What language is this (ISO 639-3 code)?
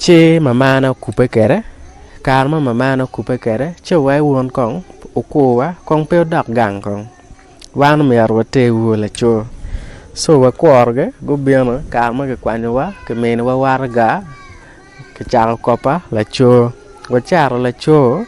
ach